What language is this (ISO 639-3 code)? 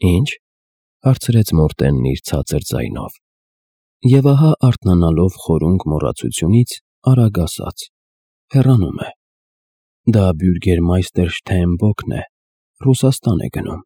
hye